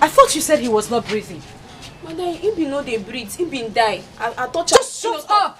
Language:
Nigerian Pidgin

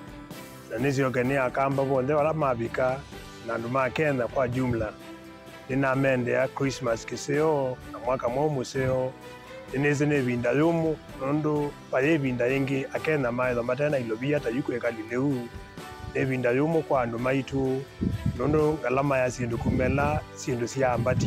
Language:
Kamba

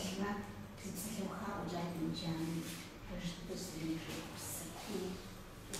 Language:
Kabardian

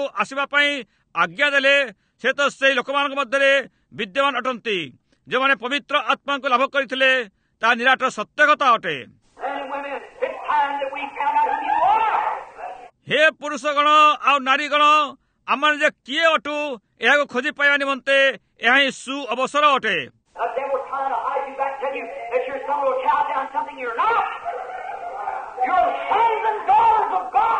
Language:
Odia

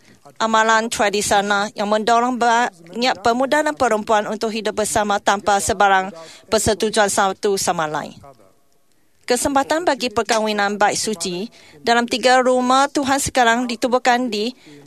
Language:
Malay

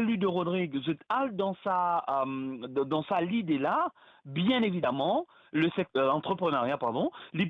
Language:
Morisyen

